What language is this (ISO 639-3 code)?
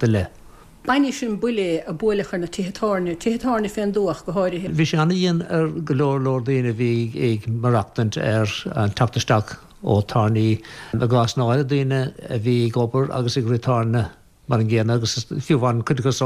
gle